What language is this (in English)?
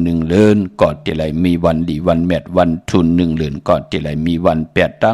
Shan